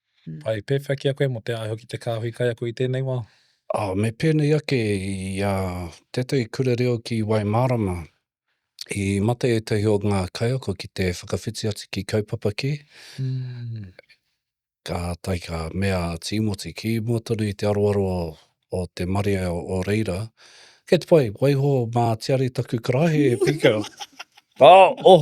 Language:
Māori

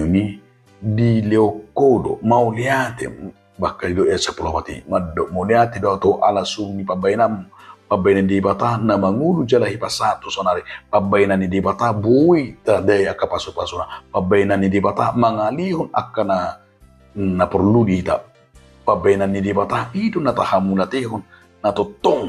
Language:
Batak Toba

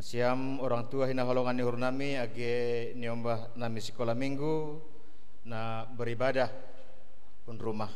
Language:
Batak Simalungun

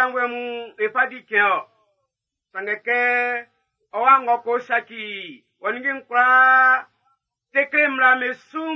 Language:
Baoulé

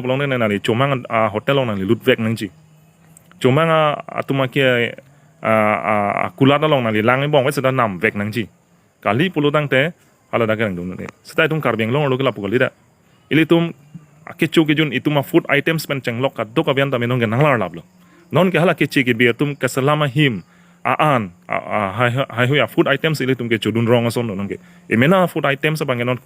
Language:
Karbi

